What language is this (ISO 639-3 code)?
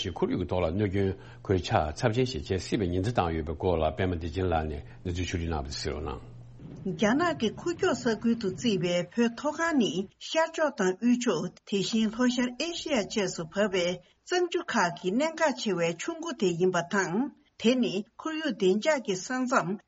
bod